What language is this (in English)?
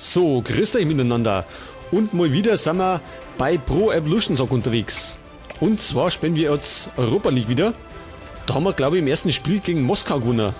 Bavarian